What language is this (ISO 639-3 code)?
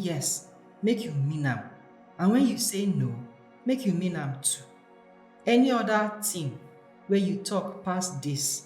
pcm